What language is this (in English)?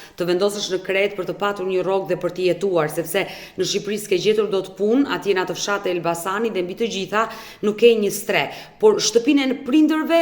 Albanian